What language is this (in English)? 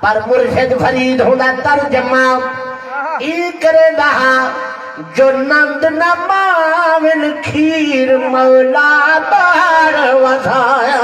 Saraiki